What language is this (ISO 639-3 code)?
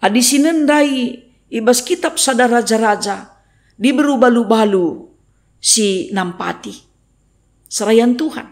btx